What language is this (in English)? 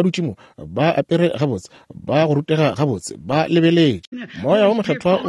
Northern Sotho